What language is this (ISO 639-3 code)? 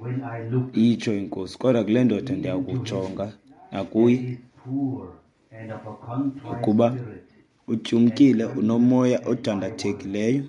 xho